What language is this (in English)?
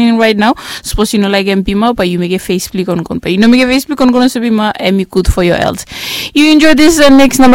Bislama